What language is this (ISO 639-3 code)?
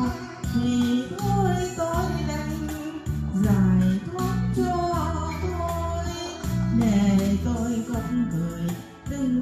vie